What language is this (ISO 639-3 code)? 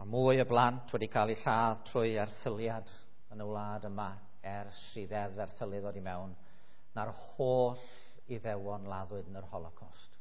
cym